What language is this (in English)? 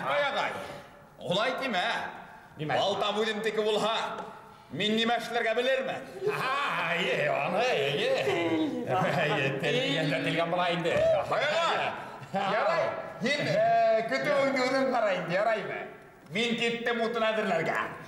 Bashkir